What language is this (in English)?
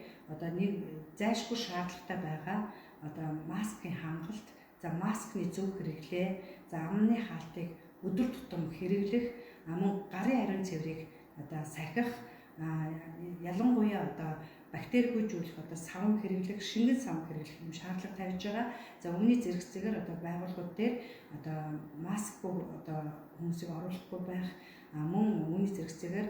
Mongolian